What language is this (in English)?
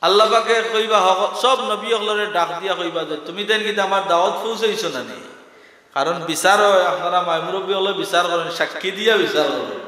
Sylheti